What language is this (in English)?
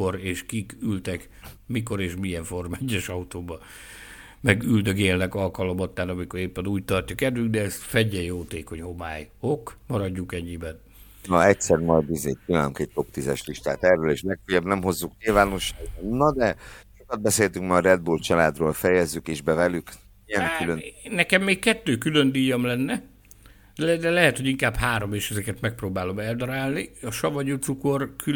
Hungarian